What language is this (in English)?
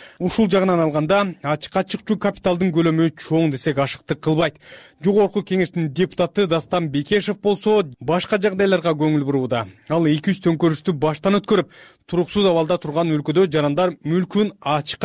Kyrgyz